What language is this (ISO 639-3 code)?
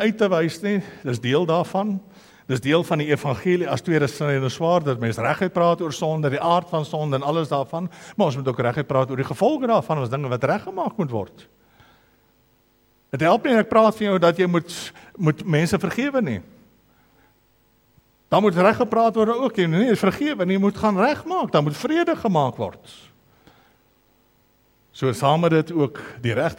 afr